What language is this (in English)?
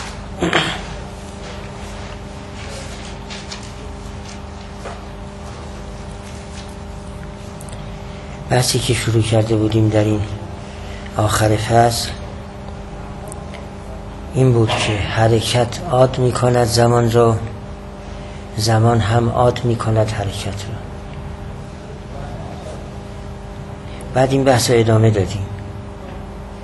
Persian